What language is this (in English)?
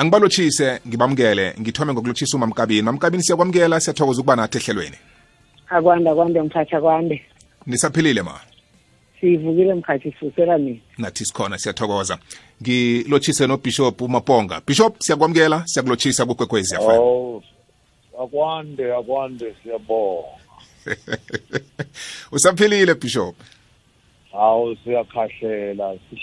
South Ndebele